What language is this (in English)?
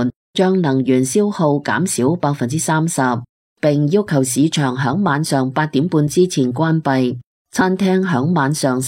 Cantonese